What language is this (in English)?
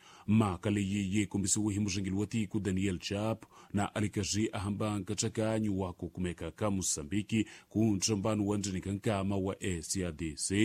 Tsonga